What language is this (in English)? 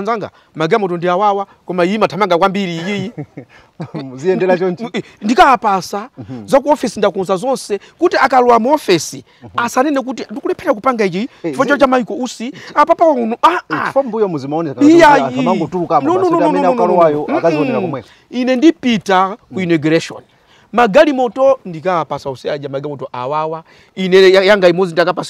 Nyanja